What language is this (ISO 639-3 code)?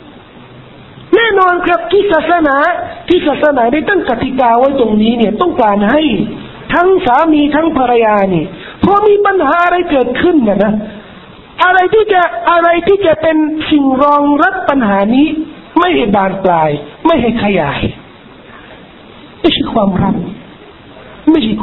tha